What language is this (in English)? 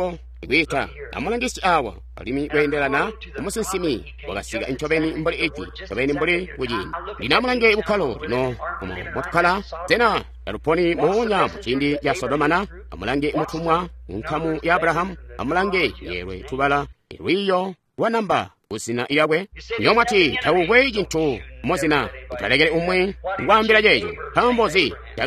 Tonga (Zambia)